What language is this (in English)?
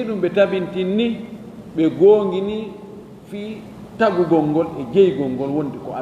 Fula